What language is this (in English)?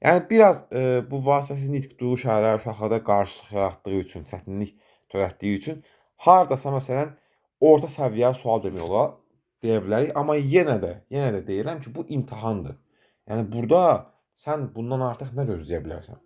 Azerbaijani